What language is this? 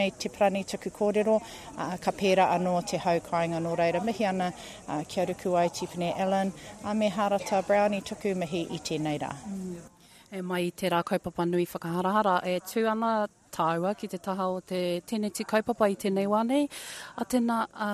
Māori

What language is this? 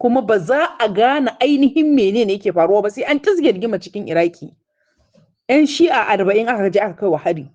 Hausa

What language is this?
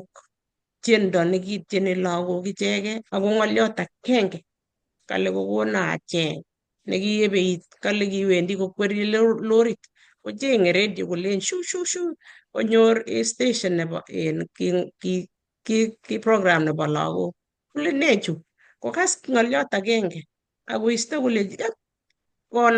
Kalenjin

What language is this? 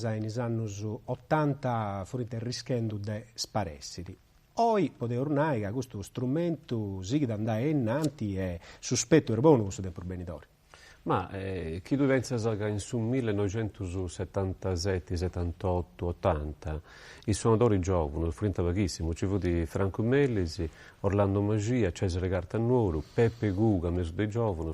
Sardinian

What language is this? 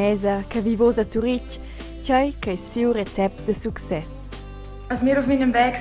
Romansh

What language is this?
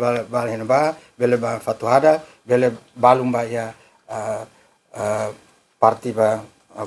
Tetum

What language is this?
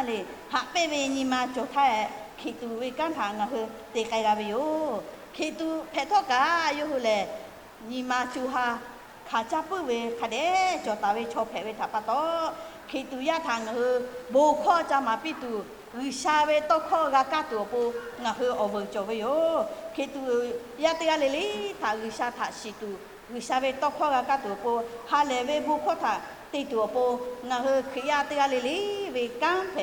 Lahu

